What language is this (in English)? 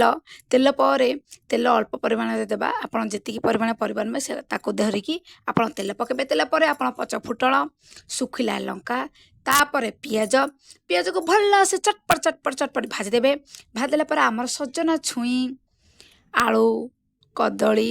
Odia